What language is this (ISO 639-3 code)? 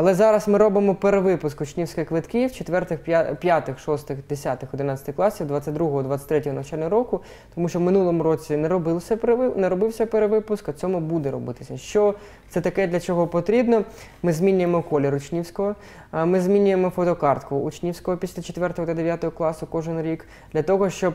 ukr